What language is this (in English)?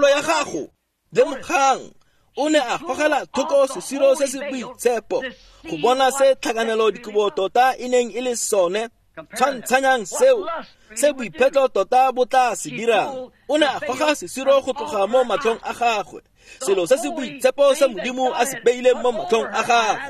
Tswana